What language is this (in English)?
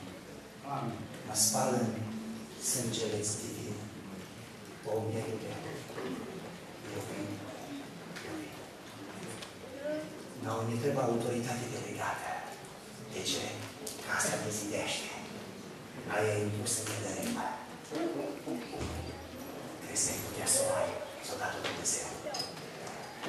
Romanian